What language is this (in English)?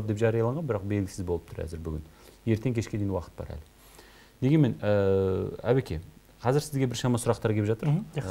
Kazakh